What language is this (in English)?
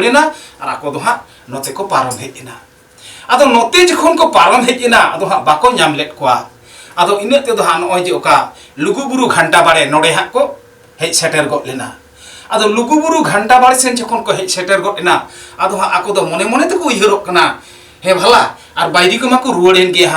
Santali